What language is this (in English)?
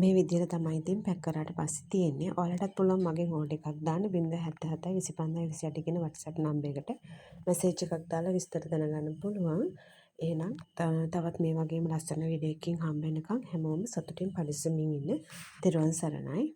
Sinhala